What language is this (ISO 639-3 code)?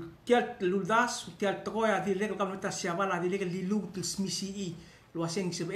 pau